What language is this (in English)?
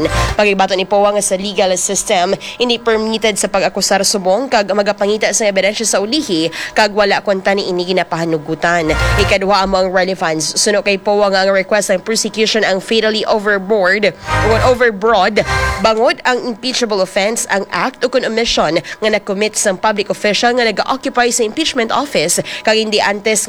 Hiligaynon